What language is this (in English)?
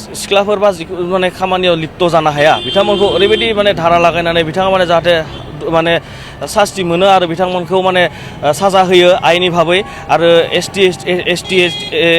Bodo